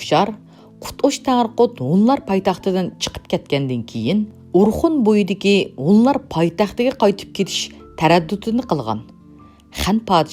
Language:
Uyghur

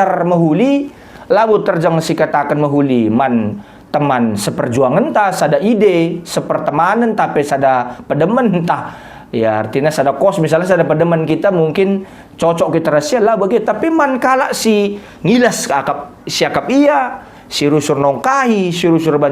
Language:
Batak Karo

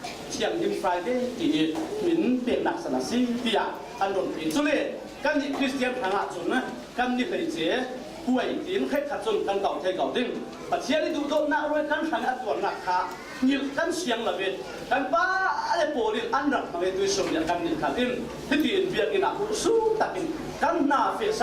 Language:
Falam Chin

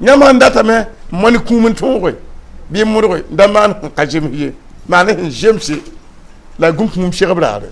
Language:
Mossi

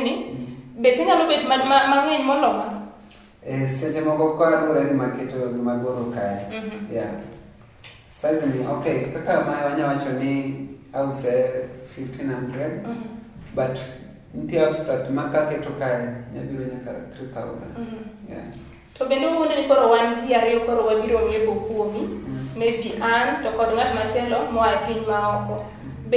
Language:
Luo (Kenya and Tanzania)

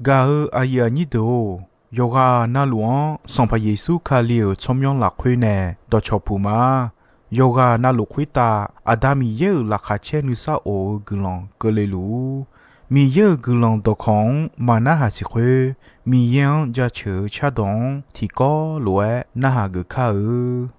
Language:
Akha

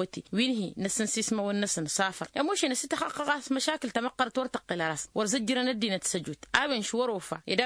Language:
Tamasheq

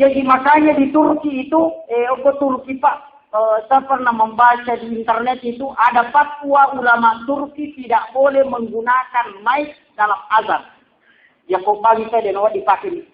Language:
Buginese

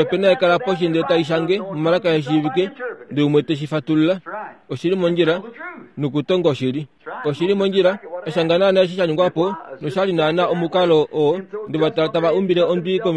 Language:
Kuanyama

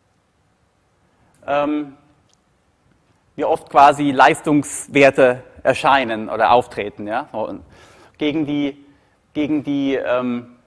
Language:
German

